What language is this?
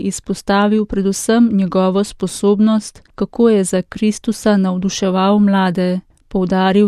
Slovenian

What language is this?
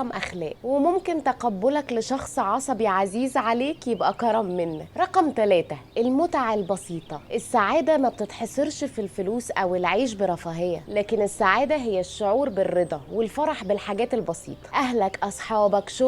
Egyptian Arabic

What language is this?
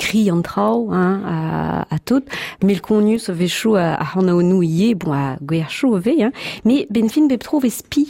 Breton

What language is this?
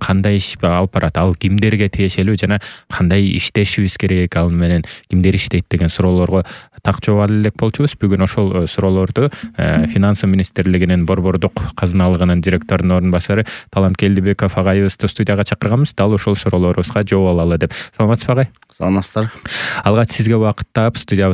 Kyrgyz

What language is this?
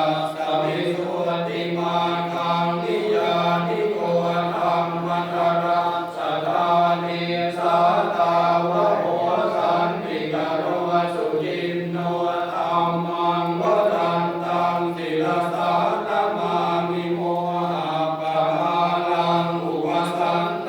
Pali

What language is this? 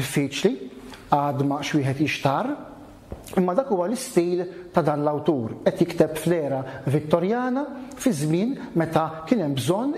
Maltese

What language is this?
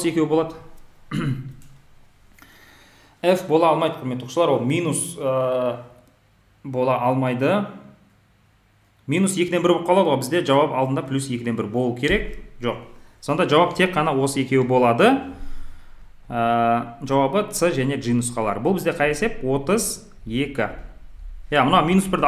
Kazakh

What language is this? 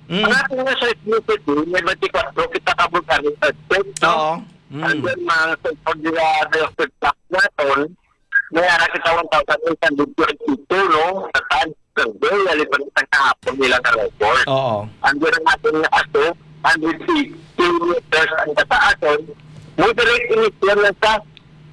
Hiligaynon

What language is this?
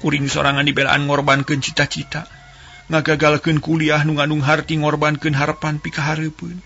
Sundanese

